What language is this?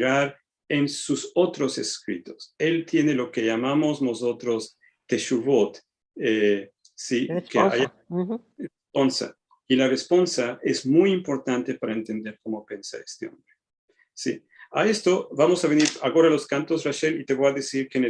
Ladino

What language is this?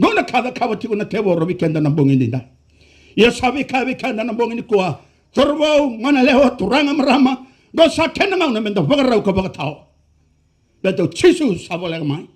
Fijian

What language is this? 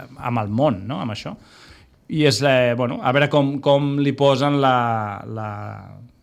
Catalan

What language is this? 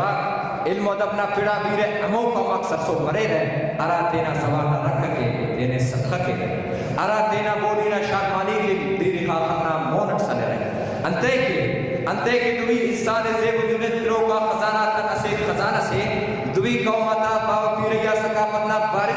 Brahui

